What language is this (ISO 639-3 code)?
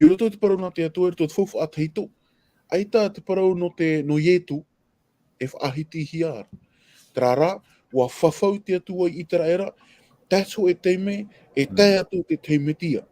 tah